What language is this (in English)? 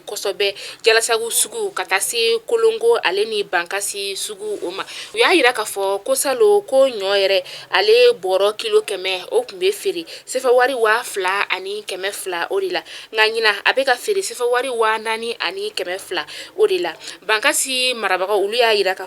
Bambara